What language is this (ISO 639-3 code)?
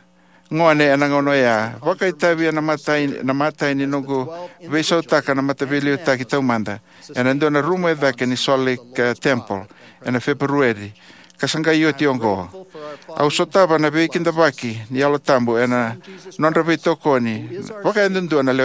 fij